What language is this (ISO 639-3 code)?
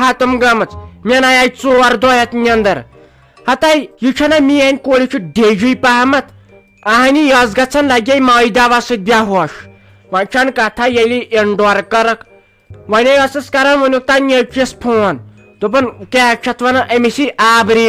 kas